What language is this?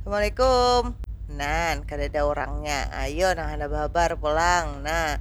Banjar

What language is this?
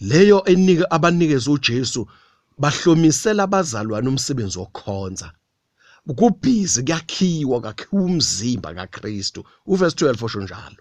Zulu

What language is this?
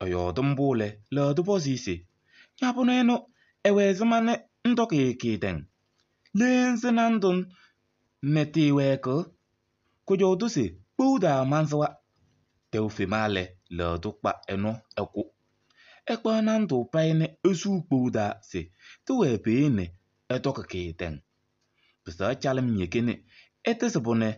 Kabiyè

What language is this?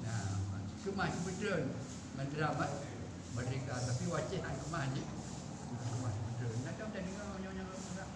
Achinese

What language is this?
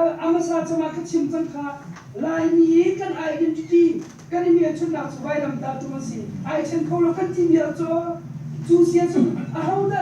Hakha Chin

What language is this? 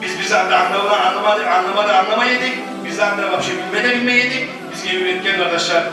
Kumyk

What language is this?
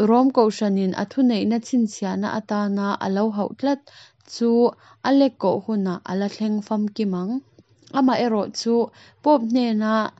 Mizo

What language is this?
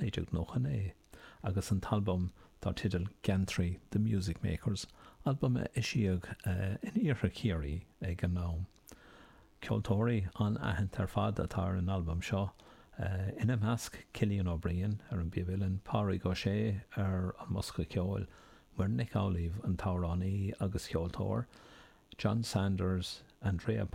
Irish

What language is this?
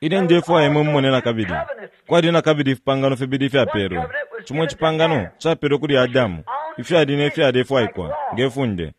Bemba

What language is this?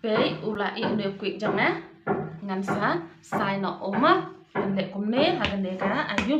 Khasi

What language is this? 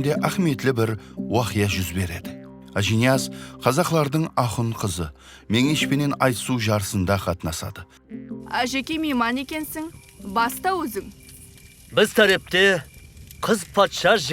Kara-Kalpak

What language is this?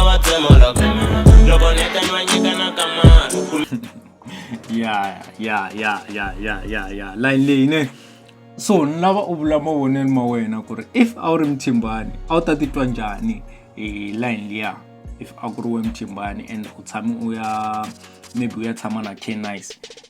Tsonga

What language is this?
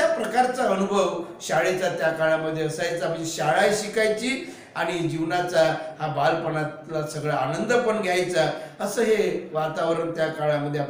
Marathi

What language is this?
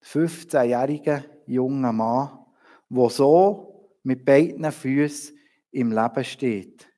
Swiss German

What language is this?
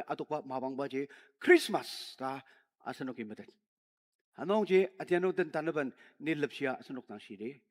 Ao Naga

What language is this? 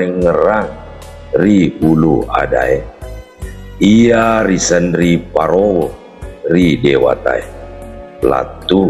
Buginese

